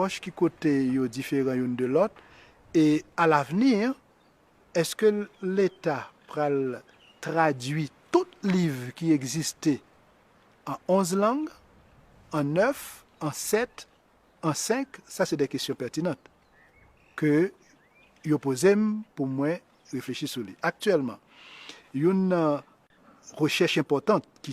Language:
Haitian Creole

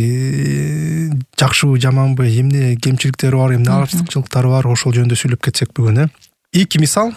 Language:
Kyrgyz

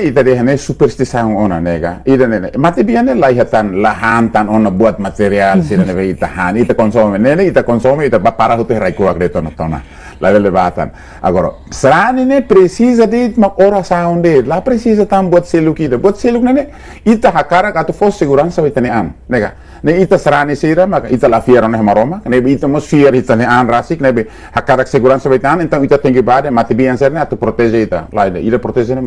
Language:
Tetum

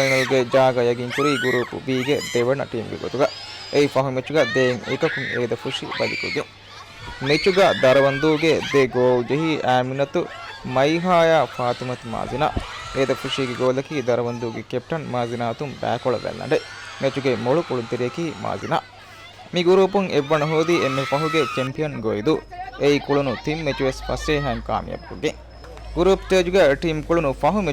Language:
Divehi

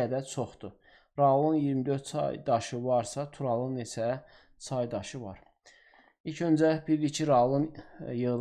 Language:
Azerbaijani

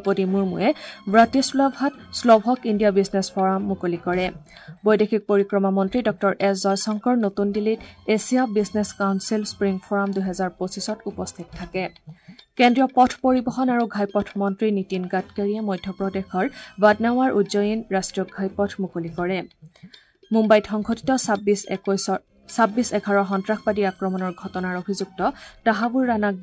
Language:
Assamese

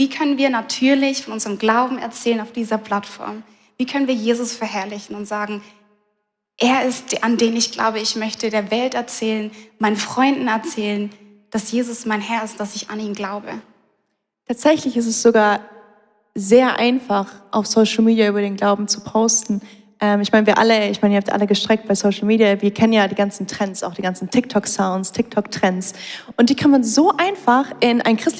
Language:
Swiss German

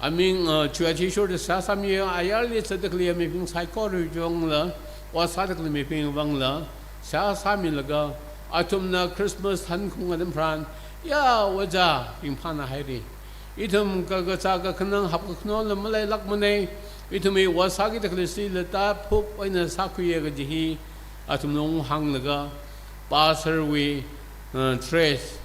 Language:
Tangkhul Naga (India)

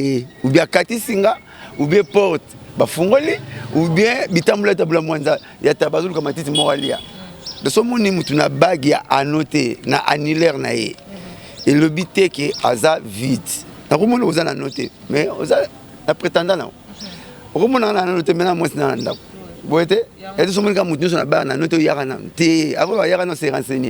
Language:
Lingala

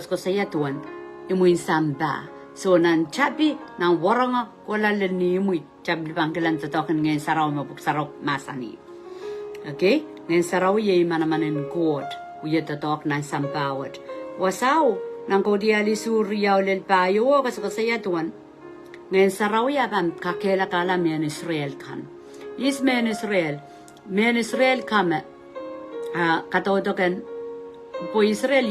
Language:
Pohnpeian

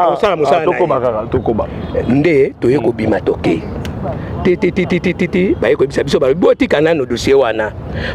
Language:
Lingala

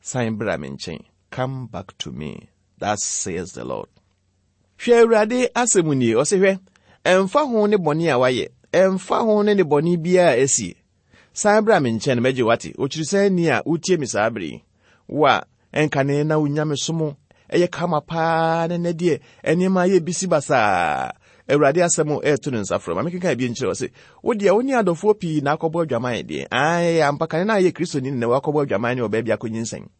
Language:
Akan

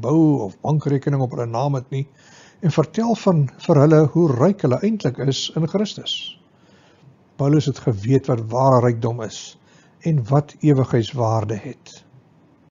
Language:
Afrikaans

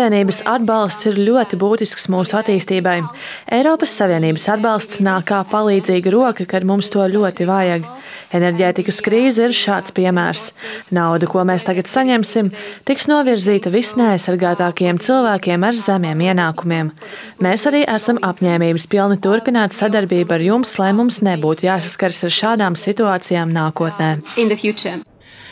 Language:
Latvian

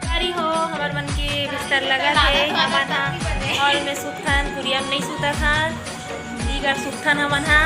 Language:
Chhattisgarhi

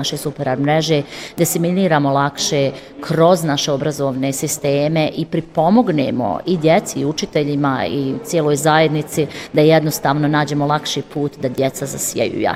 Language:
Bosnian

